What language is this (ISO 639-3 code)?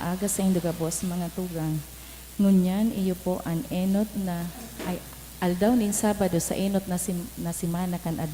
bik